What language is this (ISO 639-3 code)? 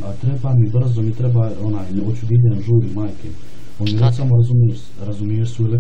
bos